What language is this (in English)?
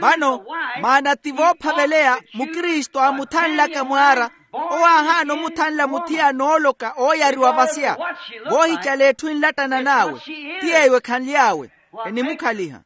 Makhuwa